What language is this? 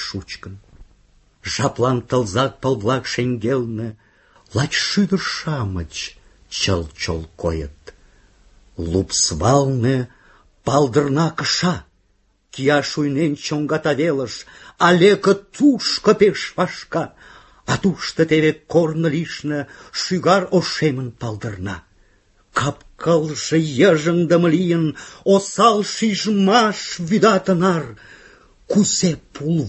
Mari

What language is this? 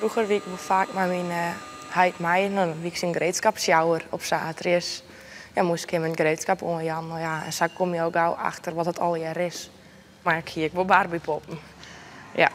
Western Frisian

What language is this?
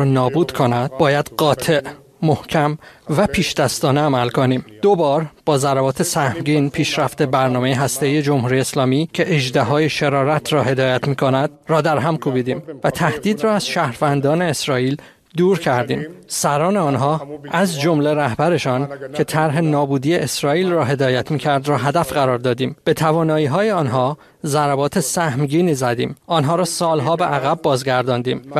Persian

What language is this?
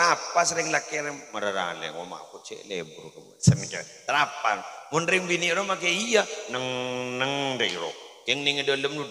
Madurese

